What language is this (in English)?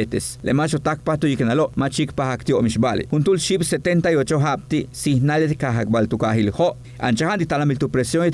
Yucateco